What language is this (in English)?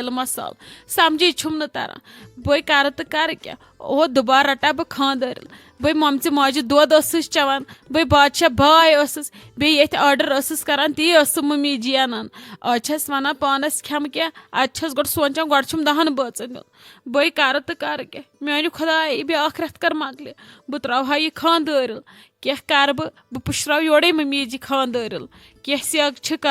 Kashmiri